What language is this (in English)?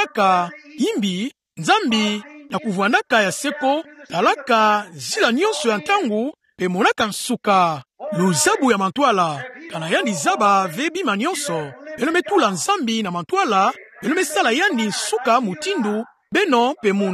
Kituba (Democratic Republic of Congo)